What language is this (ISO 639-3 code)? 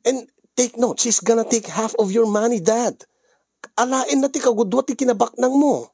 ilo